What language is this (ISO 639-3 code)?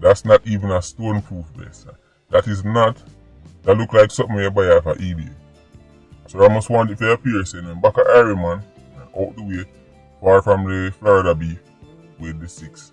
jam